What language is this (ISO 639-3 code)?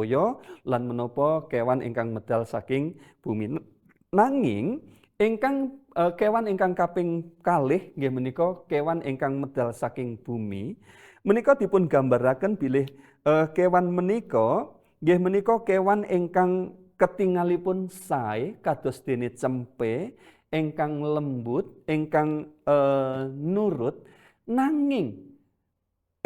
jav